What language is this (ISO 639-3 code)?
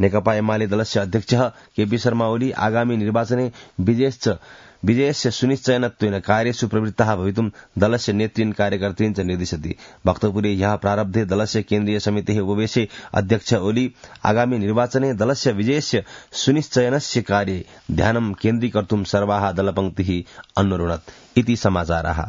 san